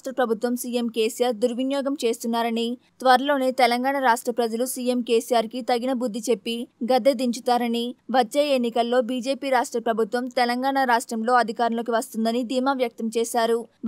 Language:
Telugu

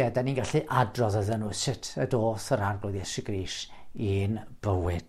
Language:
Welsh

